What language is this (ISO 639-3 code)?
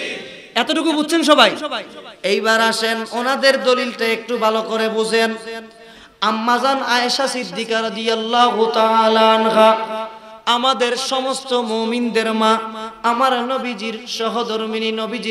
ben